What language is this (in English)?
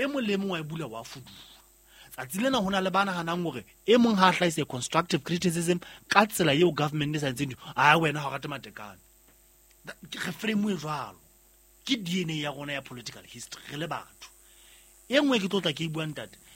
Southern Sotho